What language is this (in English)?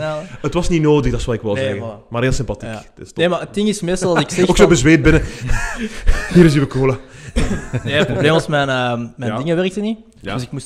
Dutch